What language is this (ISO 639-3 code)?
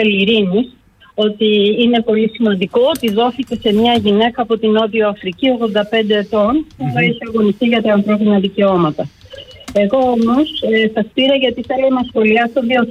ell